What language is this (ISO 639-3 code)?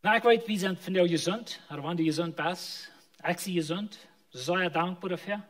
pdt